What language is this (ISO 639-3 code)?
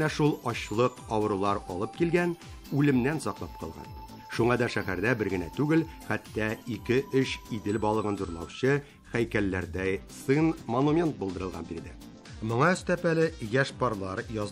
tat